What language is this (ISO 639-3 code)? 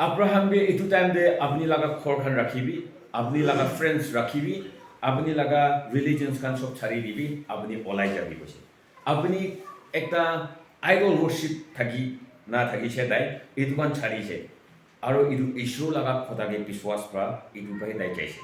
nag